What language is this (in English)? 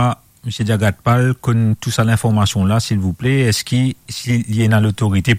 Morisyen